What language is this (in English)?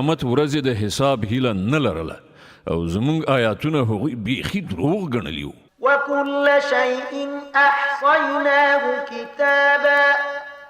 Pashto